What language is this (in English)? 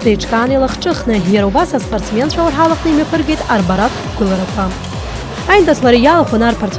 Abkhazian